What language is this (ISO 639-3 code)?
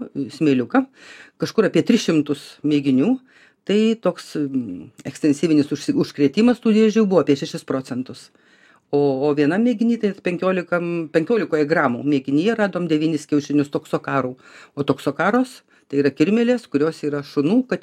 lit